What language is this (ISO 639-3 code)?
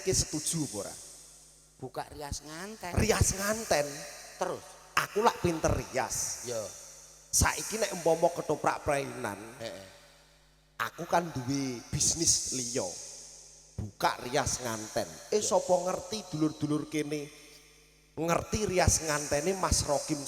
jav